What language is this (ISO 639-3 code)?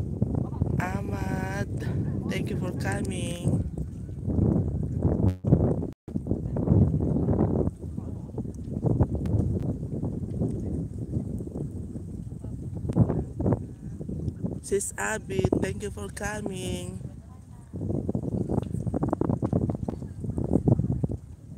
fil